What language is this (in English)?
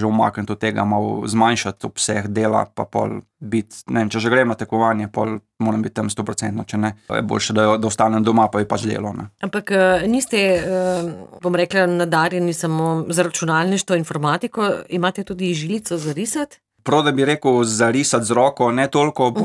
Slovenian